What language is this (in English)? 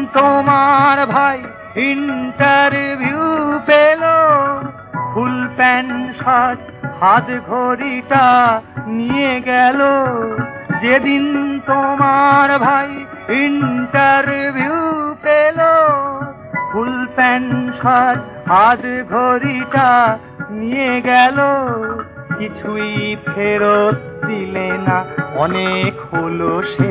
Bangla